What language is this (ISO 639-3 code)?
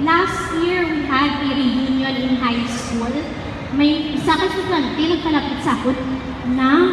hil